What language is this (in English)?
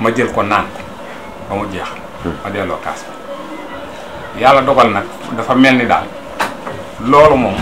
Wolof